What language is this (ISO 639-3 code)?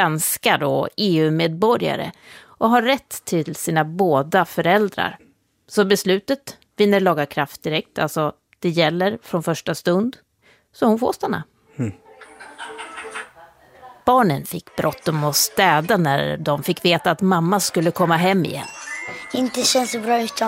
swe